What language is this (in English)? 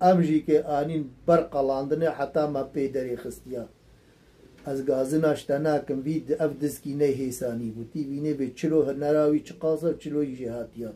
Kurdish